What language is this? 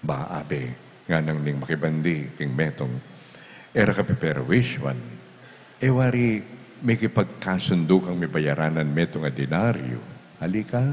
Pampanga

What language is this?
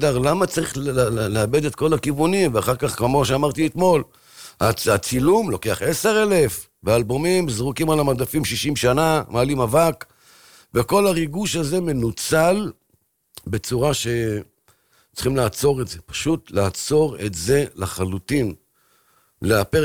Hebrew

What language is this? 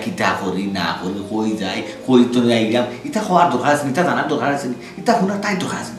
Sylheti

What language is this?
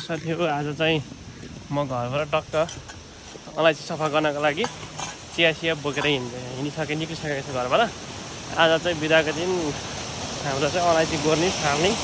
Nepali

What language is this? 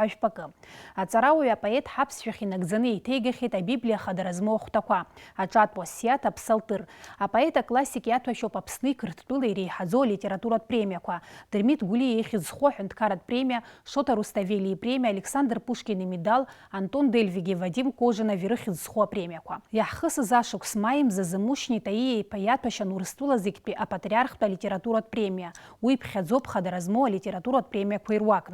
Abkhazian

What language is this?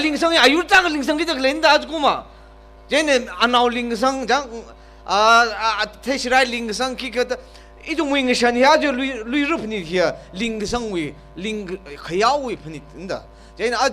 Tangkhul Naga (India)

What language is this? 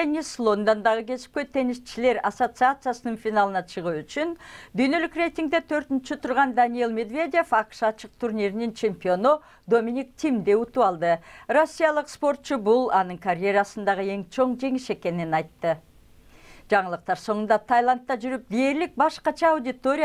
Kyrgyz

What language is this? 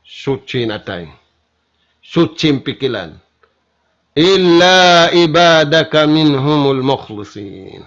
Tausug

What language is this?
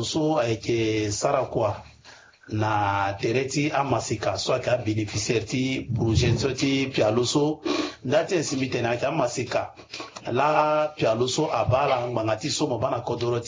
Sango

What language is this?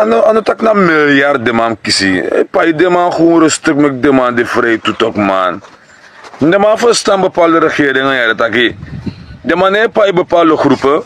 Sranan Tongo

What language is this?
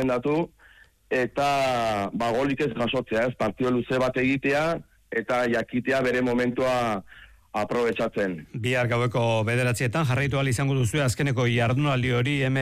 Basque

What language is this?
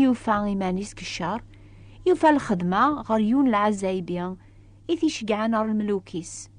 Kabyle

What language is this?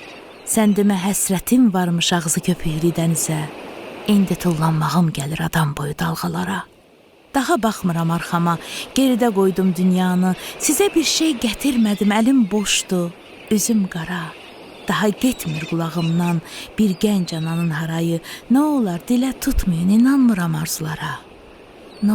Azerbaijani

